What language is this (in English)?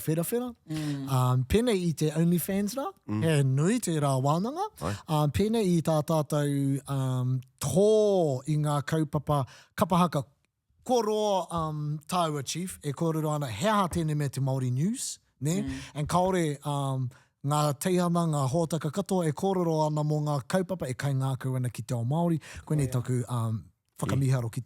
Māori